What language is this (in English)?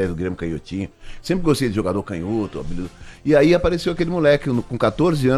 Portuguese